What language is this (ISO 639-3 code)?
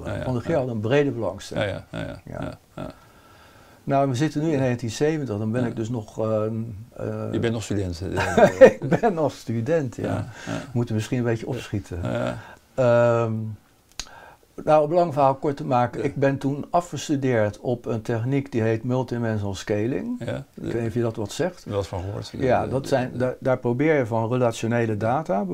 nld